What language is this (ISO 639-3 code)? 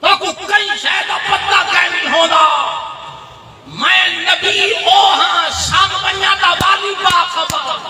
skr